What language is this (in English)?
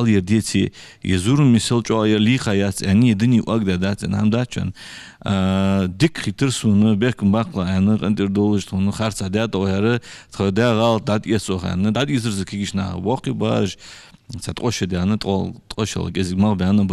Ingush